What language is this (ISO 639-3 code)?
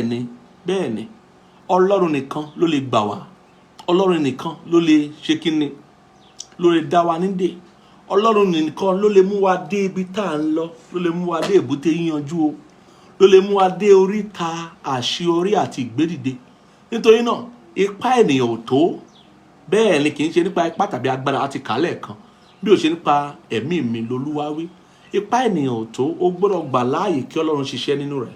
yor